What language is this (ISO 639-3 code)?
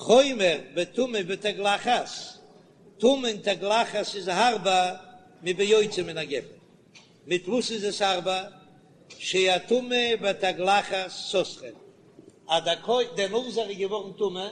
yid